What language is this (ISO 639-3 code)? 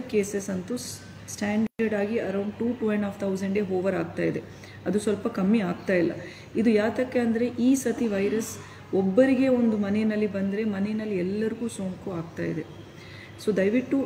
kan